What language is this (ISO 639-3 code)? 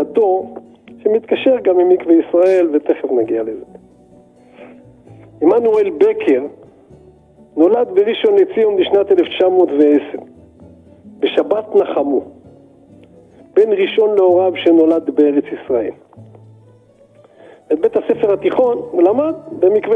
heb